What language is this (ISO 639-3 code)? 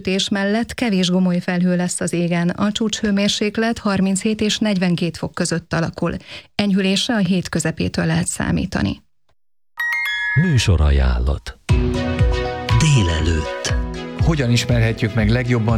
hun